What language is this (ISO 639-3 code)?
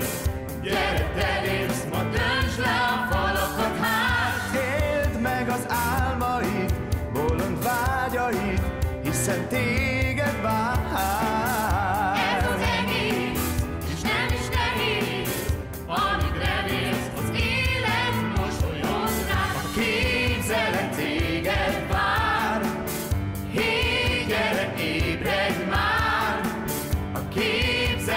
hun